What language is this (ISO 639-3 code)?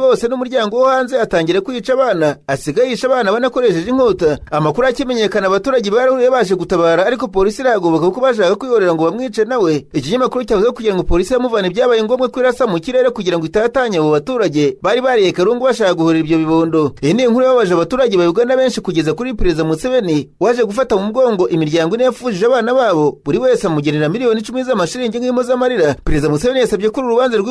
kin